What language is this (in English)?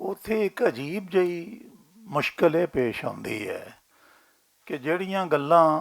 Western Panjabi